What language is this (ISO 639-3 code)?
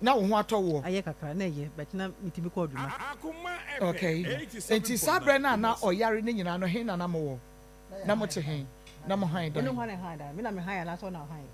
aka